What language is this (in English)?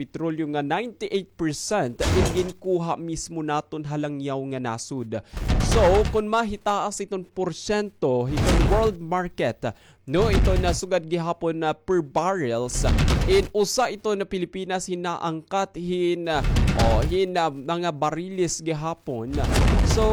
Waray